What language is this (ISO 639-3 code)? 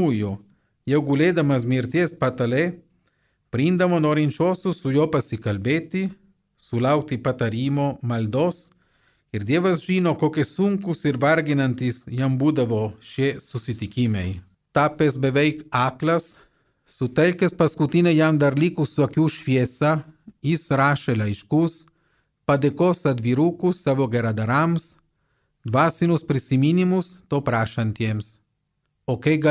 lit